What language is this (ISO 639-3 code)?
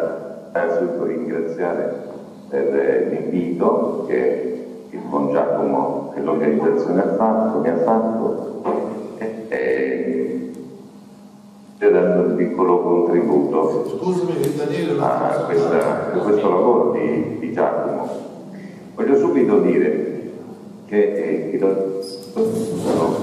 ita